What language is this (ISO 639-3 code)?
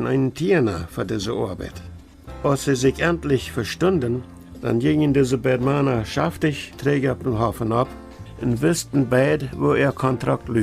pdt